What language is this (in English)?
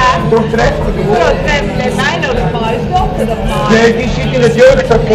Western Frisian